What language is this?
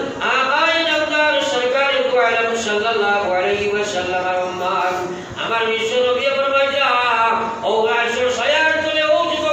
Sylheti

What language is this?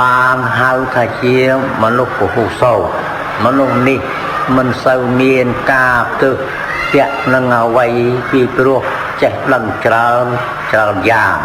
Khmer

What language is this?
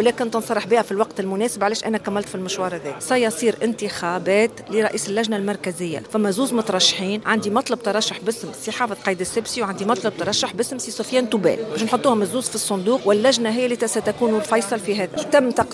Tunisian Arabic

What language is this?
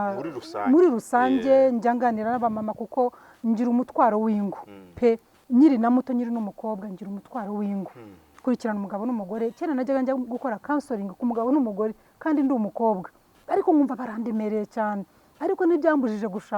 Kinyarwanda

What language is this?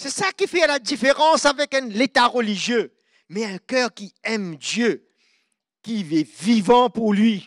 Morisyen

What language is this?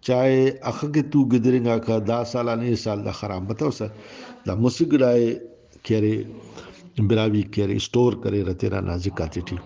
Brahui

